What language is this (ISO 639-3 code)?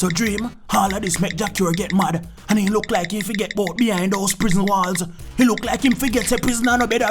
jam